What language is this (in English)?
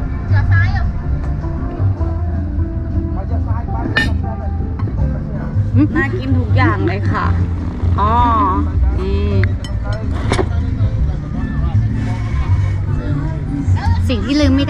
Thai